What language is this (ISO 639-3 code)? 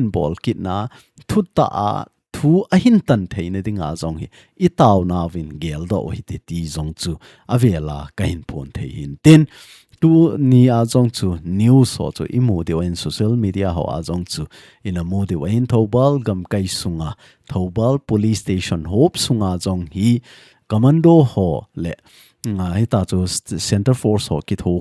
tcz